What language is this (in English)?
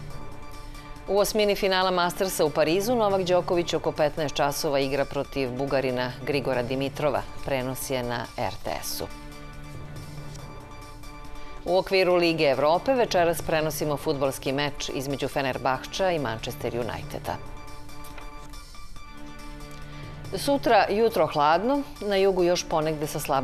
Serbian